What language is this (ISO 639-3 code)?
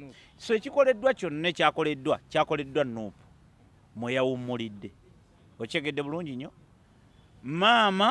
lug